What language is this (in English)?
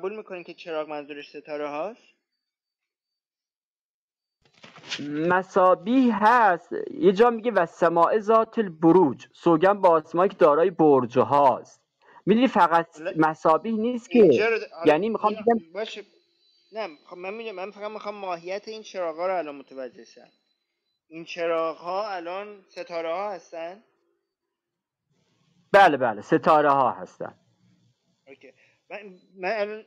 Persian